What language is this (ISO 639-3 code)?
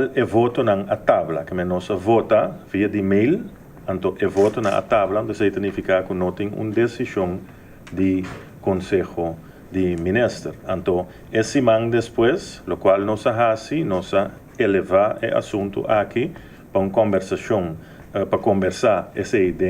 pap